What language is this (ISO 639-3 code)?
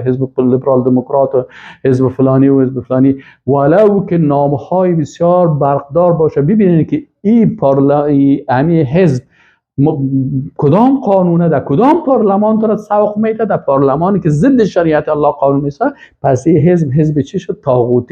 fas